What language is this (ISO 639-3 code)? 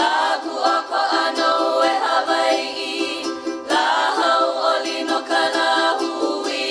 haw